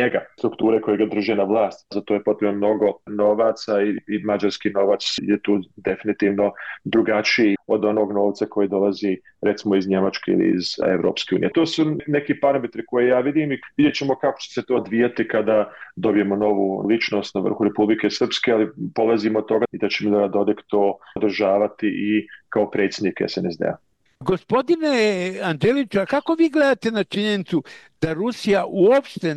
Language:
Bosnian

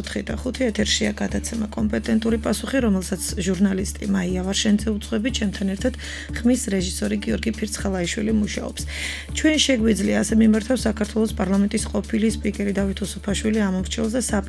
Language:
Georgian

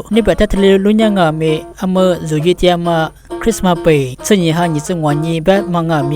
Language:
Lisu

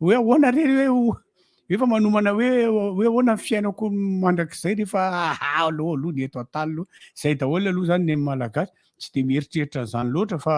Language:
Malagasy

